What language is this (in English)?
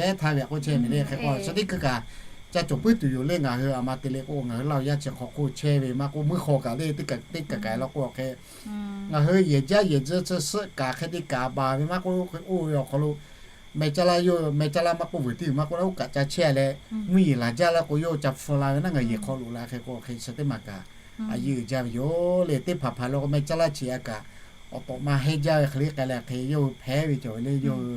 Lahu